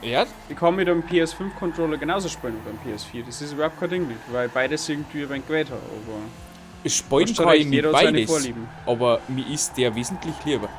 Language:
Bavarian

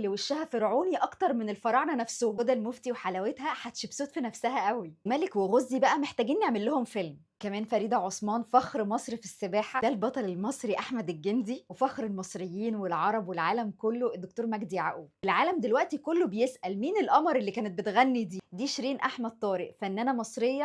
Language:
Egyptian Arabic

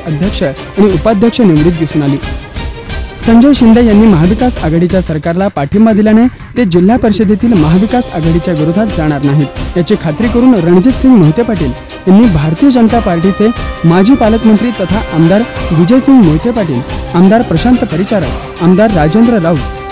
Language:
Marathi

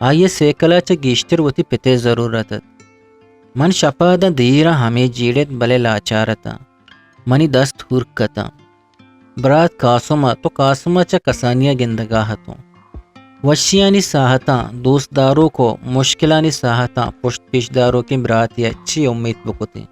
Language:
Eastern Balochi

